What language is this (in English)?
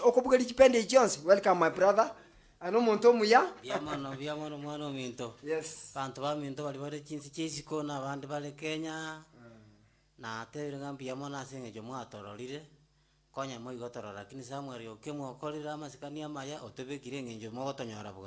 Gusii